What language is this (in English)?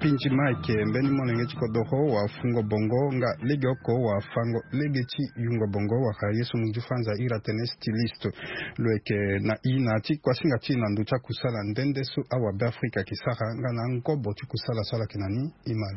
Sango